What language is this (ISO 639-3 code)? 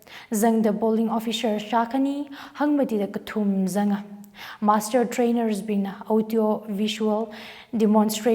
nmf